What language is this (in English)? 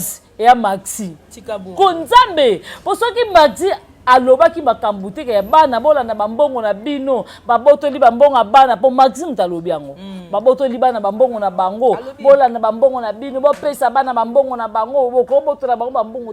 Lingala